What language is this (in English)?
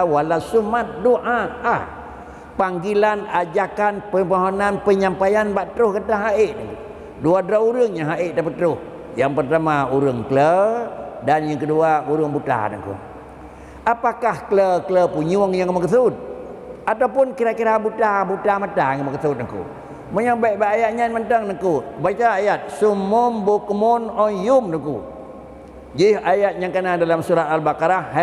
Achinese